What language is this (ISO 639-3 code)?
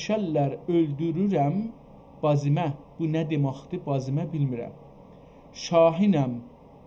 azb